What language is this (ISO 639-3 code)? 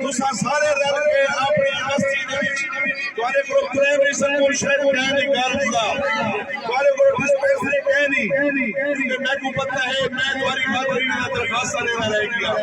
skr